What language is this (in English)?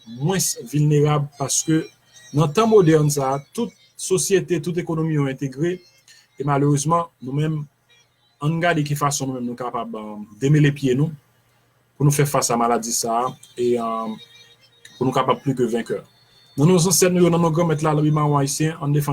Haitian Creole